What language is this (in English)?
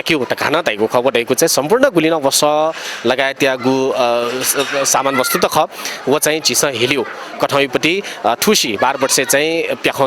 Newari